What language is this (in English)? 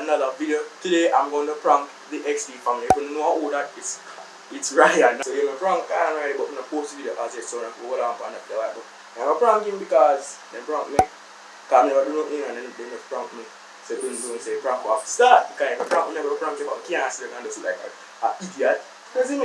Jamaican Creole English